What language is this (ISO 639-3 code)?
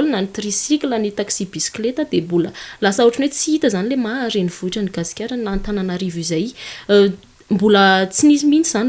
mlg